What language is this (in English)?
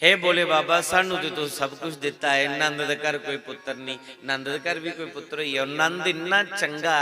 Dogri